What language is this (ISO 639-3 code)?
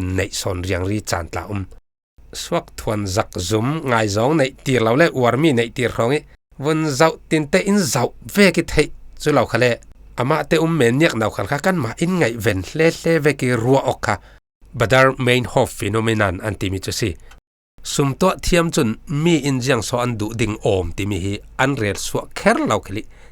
cfm